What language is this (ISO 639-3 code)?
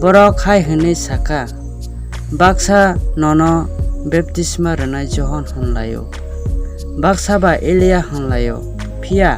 trp